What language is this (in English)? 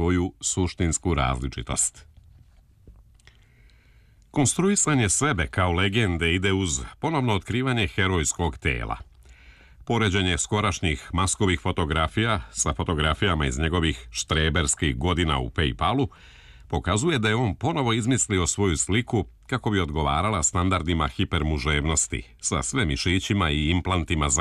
Serbian